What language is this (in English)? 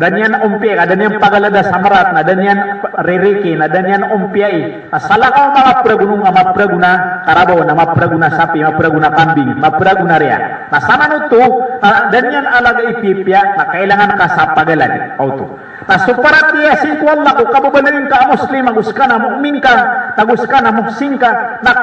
Maranao